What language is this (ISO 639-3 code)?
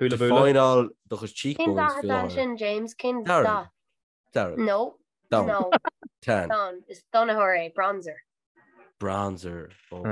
gle